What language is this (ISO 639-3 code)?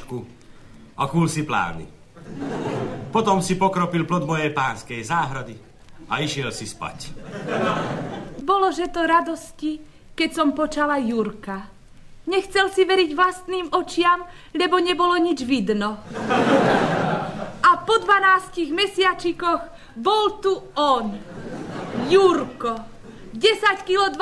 slk